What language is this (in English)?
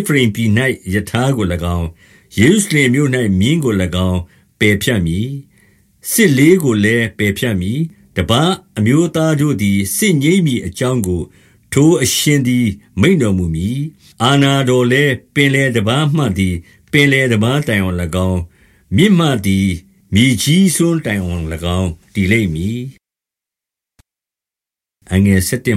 Burmese